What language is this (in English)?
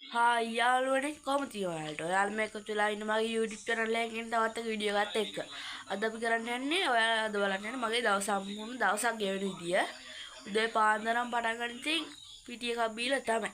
Sinhala